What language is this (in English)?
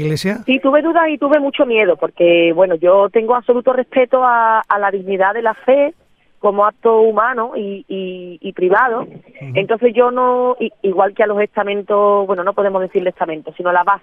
Spanish